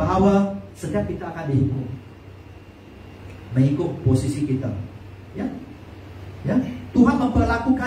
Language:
Malay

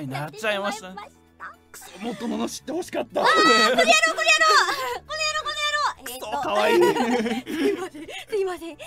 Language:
Japanese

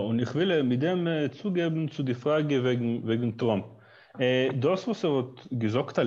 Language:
Yiddish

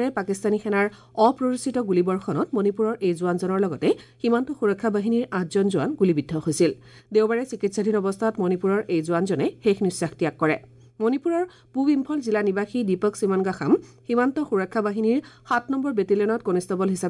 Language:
Assamese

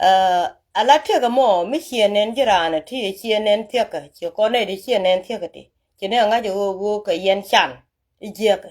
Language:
Nuer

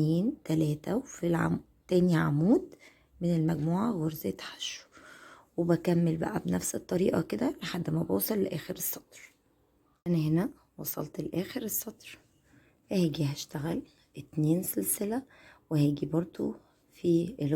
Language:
Egyptian Arabic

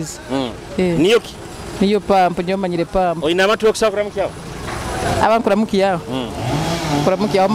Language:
Nyoro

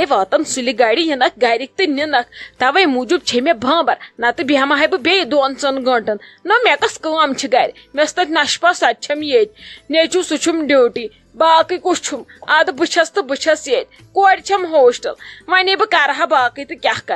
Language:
Kashmiri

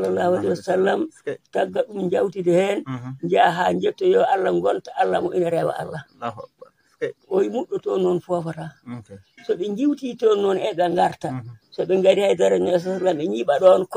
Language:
Fula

